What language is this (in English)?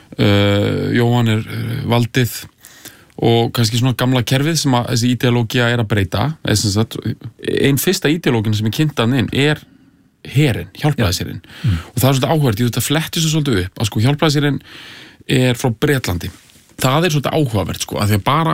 Icelandic